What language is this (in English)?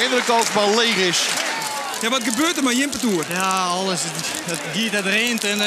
Western Frisian